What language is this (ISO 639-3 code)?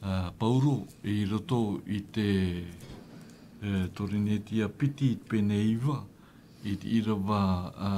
tah